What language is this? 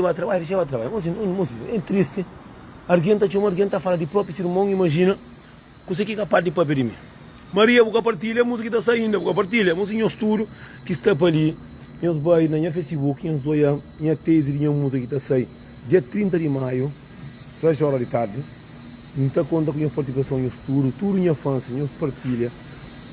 Kabuverdianu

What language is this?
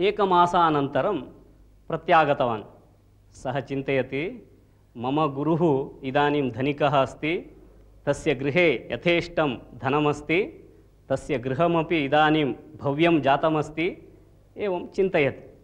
Sanskrit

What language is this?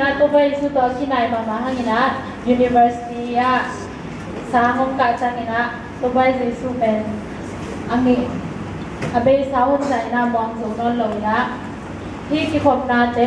Tedim Chin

